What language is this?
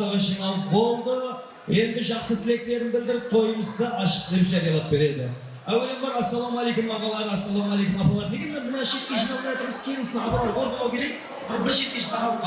Kara-Kalpak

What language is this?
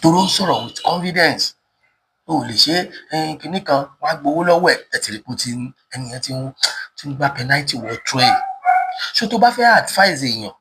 Yoruba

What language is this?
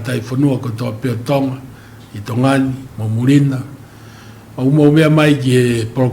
Tongan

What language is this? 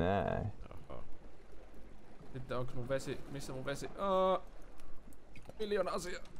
Finnish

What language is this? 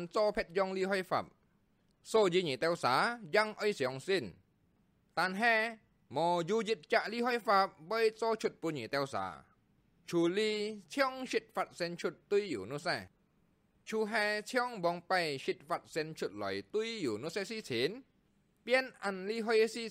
Hakka Chinese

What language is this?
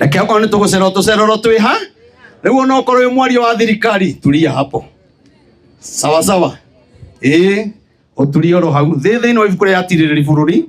Kikuyu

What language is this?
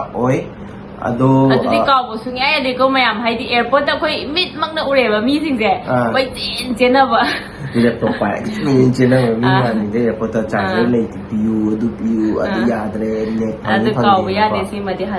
Manipuri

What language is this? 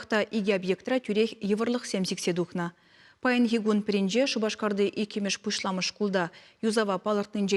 Chuvash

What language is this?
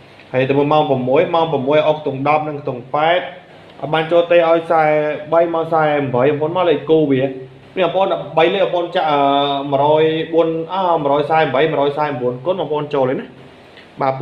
Khmer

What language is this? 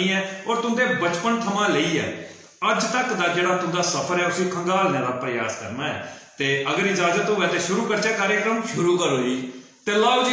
Dogri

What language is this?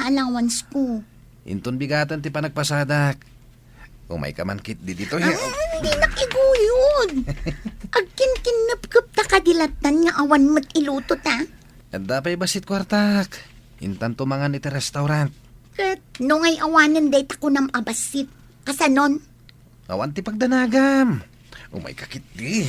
Iloko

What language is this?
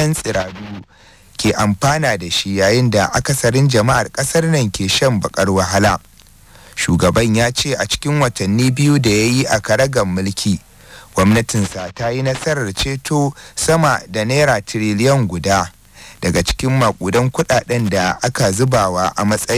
Hausa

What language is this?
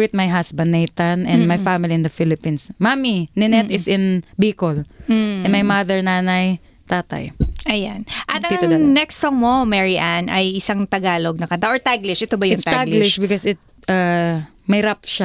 Filipino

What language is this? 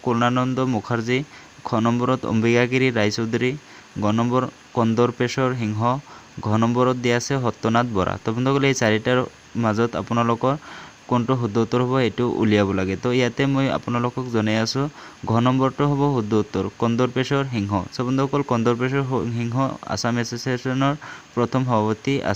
Assamese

